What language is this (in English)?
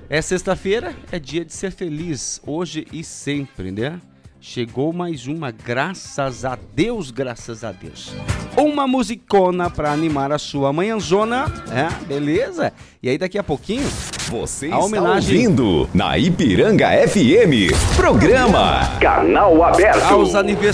Portuguese